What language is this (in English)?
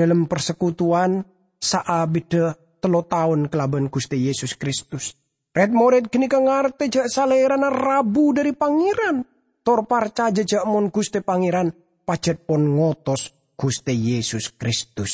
Madurese